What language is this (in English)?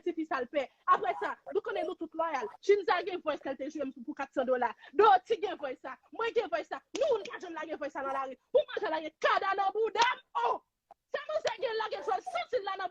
Haitian Creole